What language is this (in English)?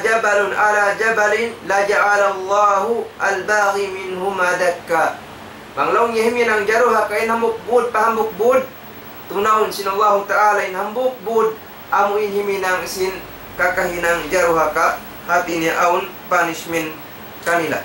Tausug